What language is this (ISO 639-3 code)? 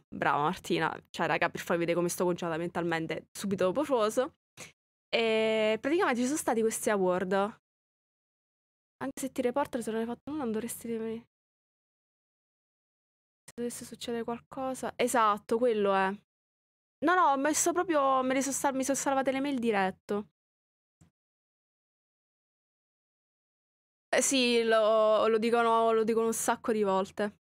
ita